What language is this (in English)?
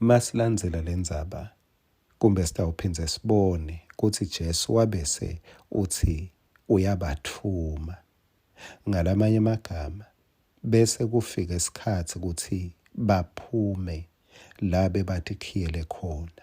Swati